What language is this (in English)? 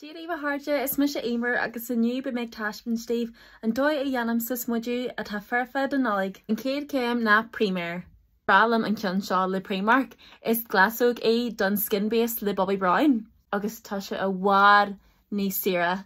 Irish